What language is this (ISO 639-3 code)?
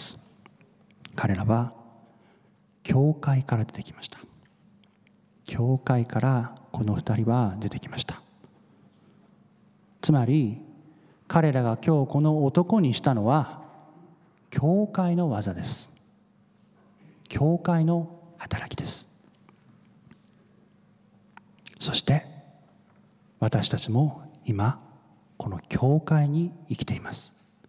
jpn